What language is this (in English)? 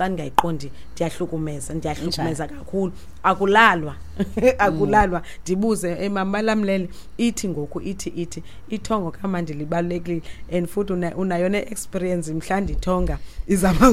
Xhosa